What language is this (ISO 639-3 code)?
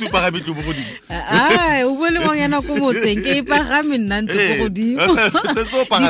tsn